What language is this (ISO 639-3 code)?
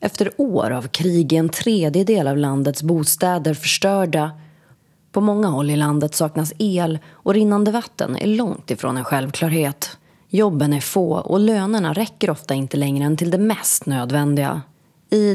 swe